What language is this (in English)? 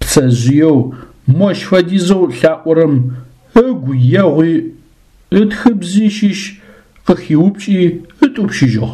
Adyghe